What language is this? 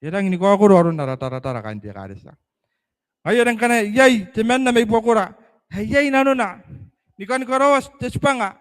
Gilbertese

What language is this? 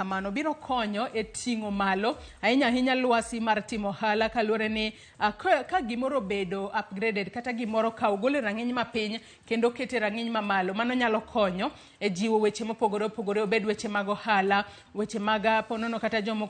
Luo (Kenya and Tanzania)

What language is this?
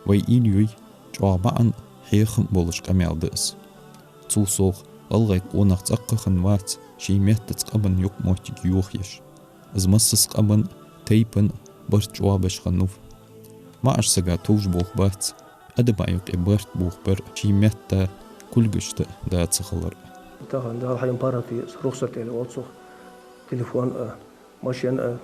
Ingush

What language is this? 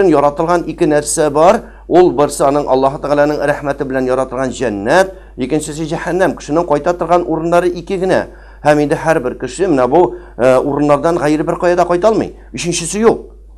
Tatar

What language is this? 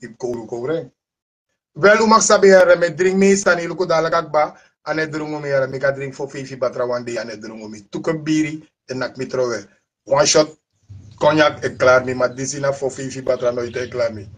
Sranan Tongo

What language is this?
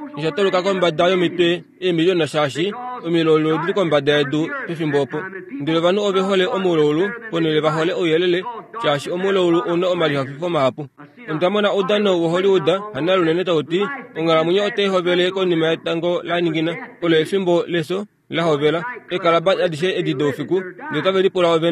Kuanyama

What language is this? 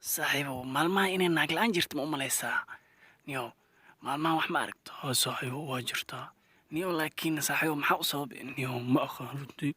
Somali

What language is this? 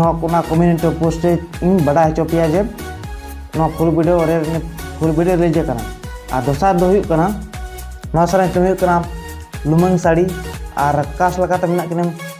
Santali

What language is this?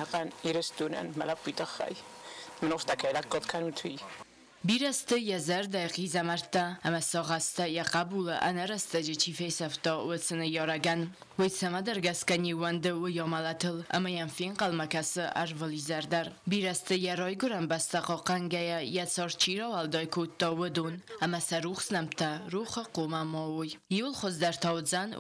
Ossetic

